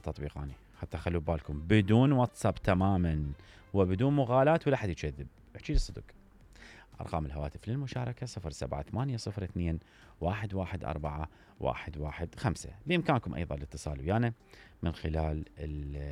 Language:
Mesopotamian Arabic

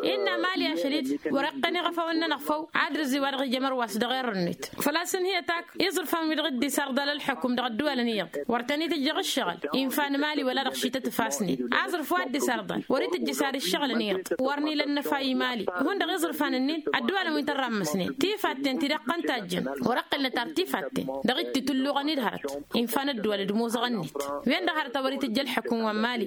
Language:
Tamasheq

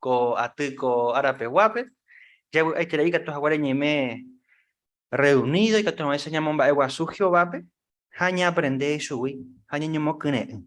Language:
Guarani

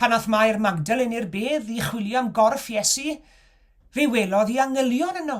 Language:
Welsh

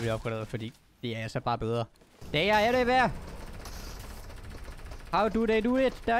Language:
Danish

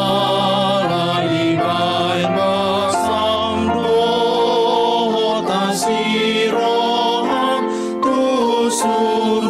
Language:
Batak Toba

